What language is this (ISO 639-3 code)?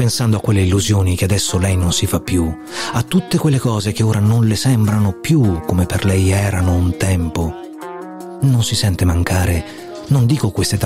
ita